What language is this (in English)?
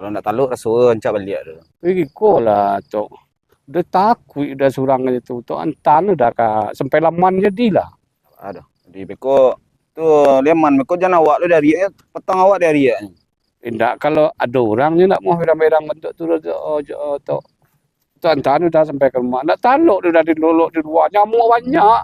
Minangkabau